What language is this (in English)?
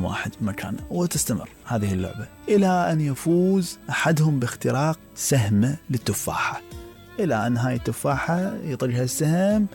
Mesopotamian Arabic